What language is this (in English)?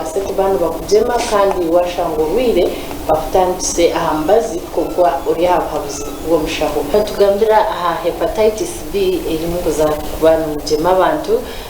Nyankole